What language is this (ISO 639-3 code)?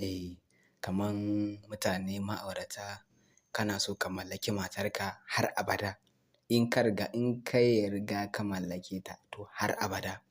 hau